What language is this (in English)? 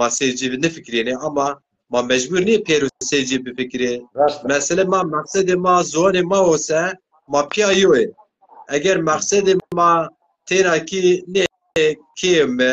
Zaza